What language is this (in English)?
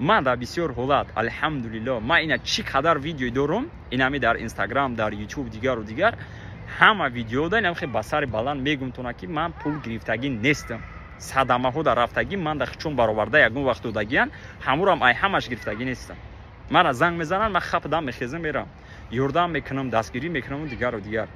Tajik